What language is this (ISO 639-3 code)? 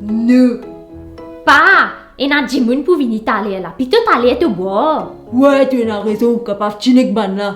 mfe